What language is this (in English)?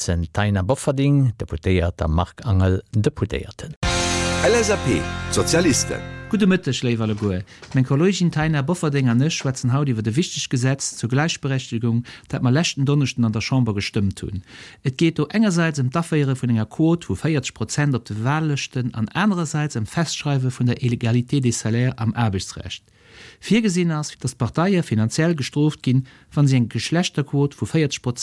Luxembourgish